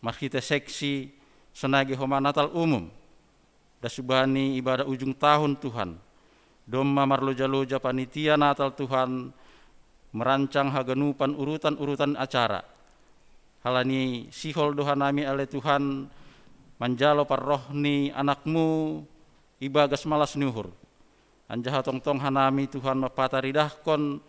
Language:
Batak Simalungun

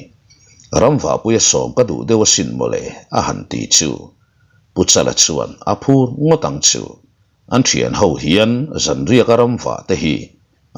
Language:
Mizo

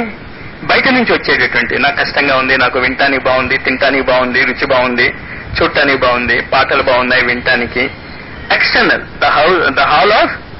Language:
Telugu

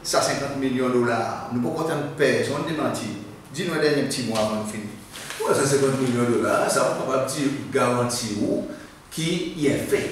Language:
Seselwa Creole French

